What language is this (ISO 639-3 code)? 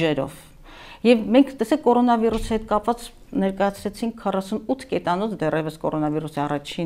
hye